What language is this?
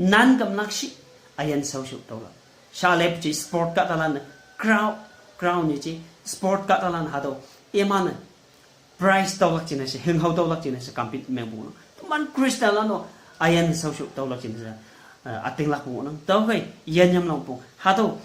Konyak Naga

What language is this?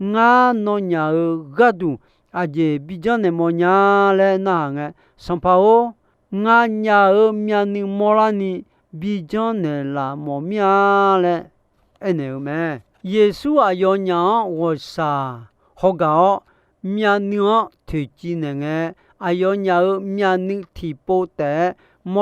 Akha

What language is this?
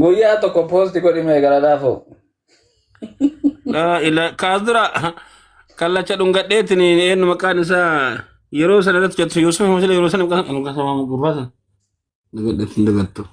Oromo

